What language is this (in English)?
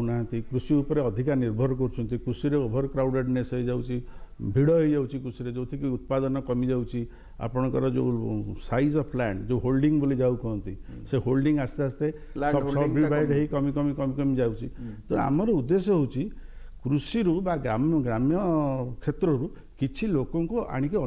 Odia